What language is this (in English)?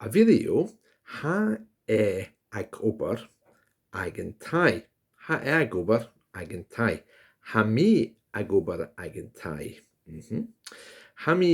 Scottish Gaelic